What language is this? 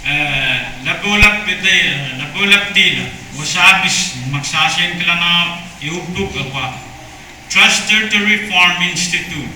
Pohnpeian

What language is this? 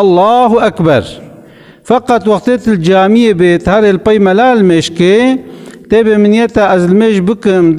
Kurdish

